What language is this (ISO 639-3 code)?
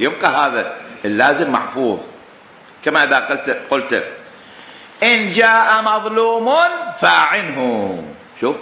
acm